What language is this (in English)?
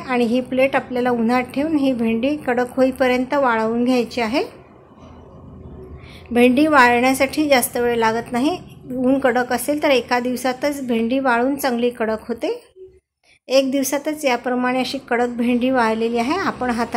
Marathi